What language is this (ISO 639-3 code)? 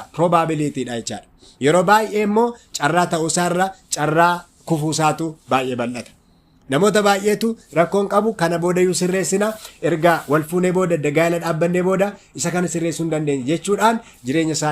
orm